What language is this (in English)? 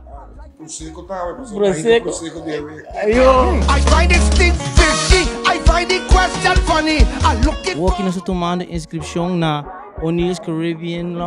Papiamento